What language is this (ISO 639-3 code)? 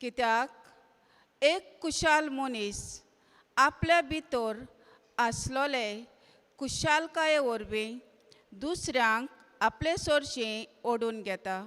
kok